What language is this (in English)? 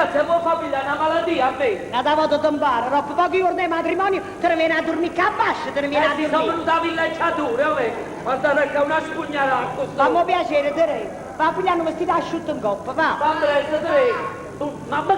Neapolitan